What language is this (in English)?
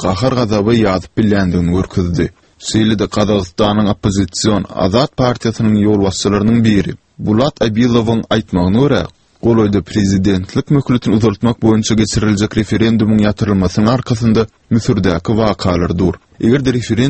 Turkmen